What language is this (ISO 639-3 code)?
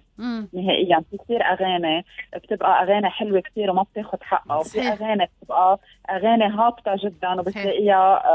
aeb